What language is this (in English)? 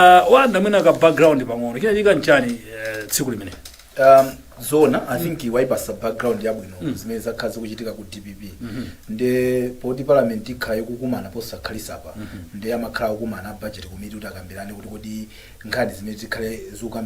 Nyanja